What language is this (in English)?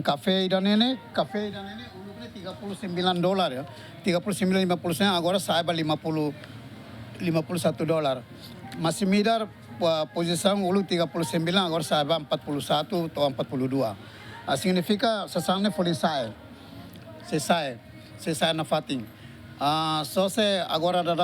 Tetum